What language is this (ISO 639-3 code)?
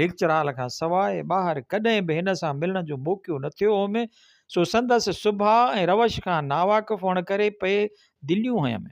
snd